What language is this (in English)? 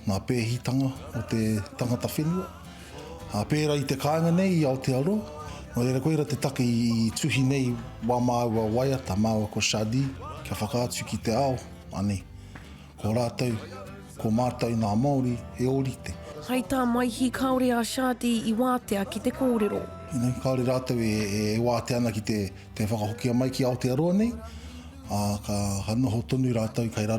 Māori